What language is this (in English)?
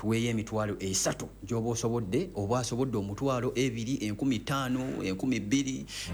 Ganda